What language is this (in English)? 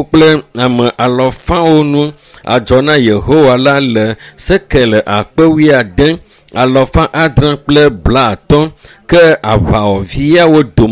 Ewe